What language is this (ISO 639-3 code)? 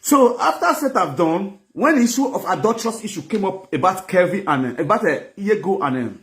pcm